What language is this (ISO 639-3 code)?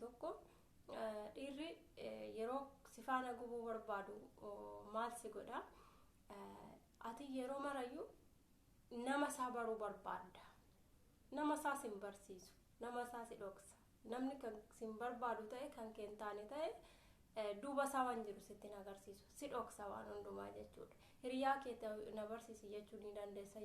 orm